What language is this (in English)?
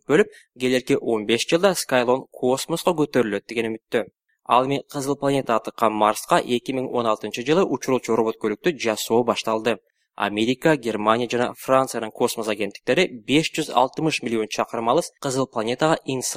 Kyrgyz